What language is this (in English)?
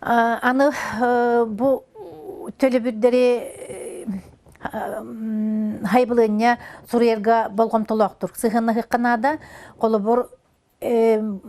Yakut